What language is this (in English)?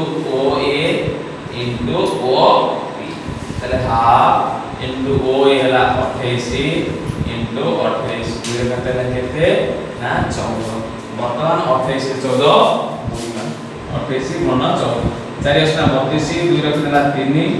Odia